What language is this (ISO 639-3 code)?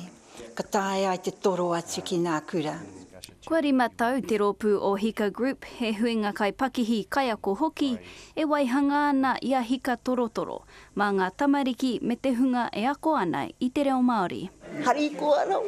mri